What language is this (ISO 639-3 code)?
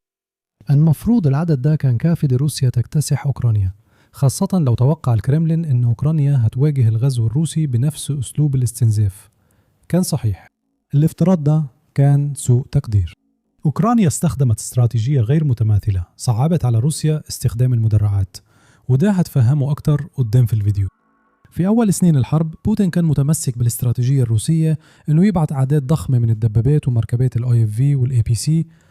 arz